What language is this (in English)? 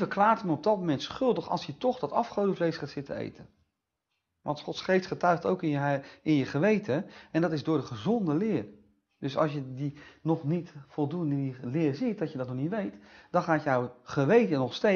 Dutch